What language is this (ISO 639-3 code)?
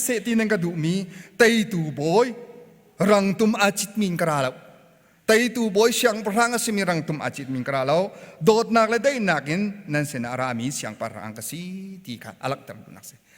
cnh